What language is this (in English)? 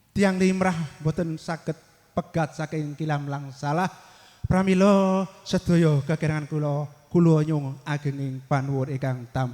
Javanese